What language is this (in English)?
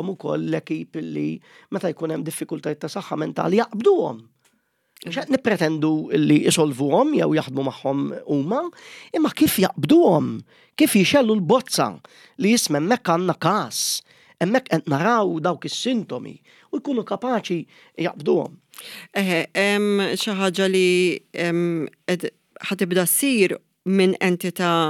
Maltese